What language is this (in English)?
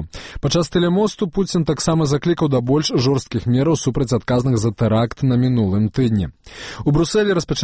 Belarusian